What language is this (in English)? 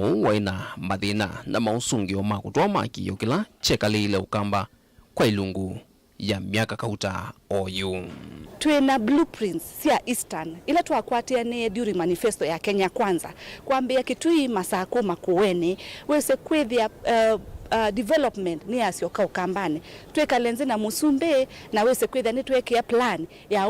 Kamba